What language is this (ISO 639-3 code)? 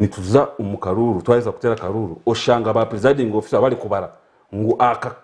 nyn